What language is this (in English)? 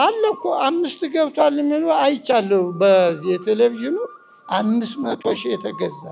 Amharic